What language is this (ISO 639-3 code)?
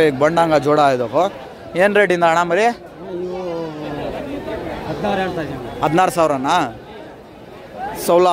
kan